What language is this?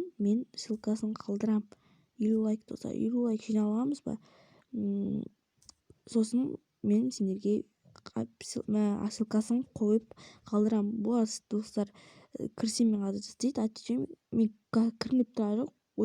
Kazakh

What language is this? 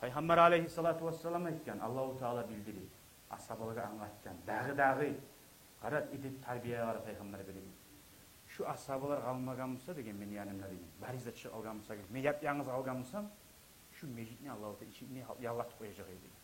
Kumyk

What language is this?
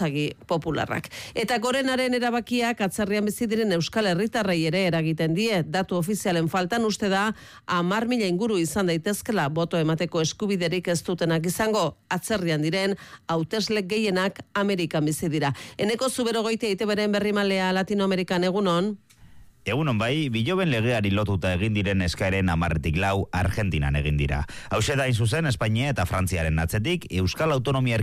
Basque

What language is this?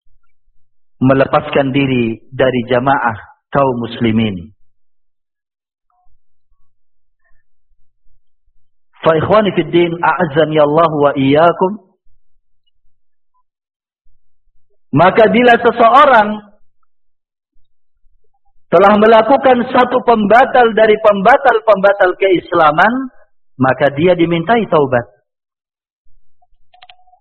Indonesian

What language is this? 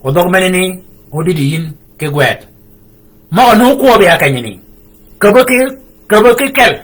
Shilluk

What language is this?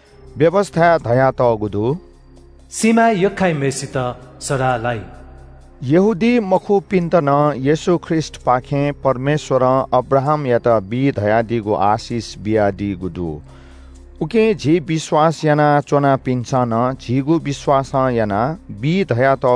Newari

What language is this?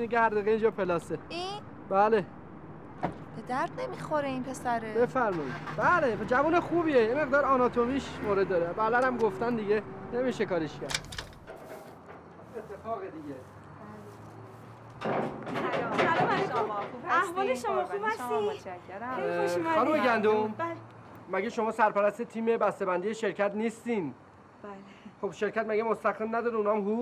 Persian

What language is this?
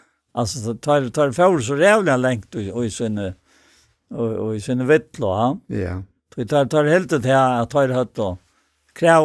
Faroese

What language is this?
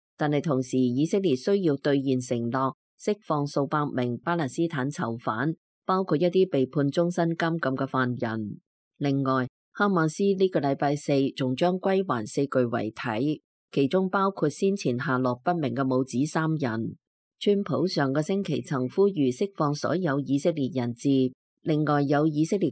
Cantonese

